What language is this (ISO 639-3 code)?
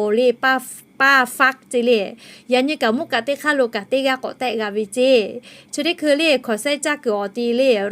lhu